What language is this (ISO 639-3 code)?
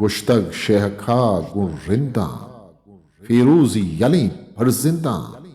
bgp